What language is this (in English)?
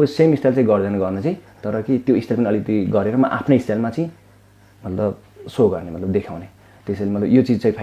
Nepali